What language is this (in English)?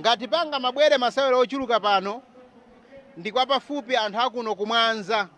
Nyanja